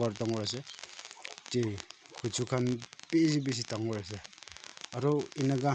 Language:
Naga Pidgin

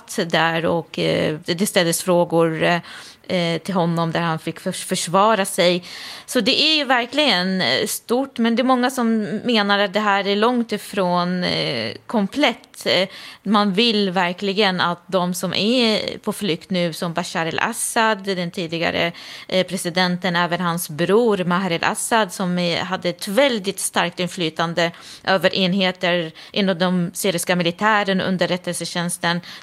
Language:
Swedish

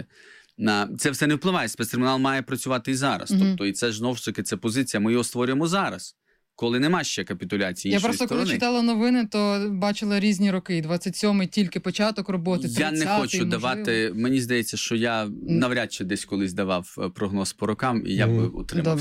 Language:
Ukrainian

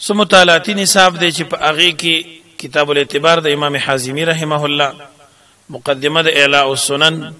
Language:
Pashto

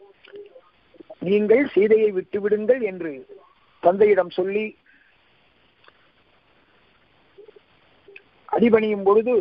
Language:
Tamil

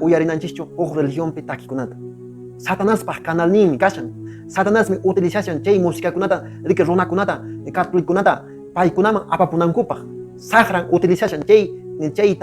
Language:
Quechua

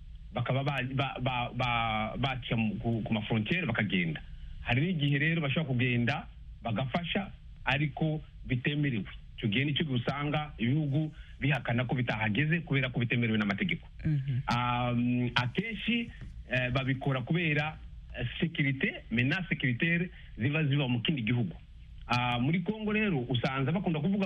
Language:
Kinyarwanda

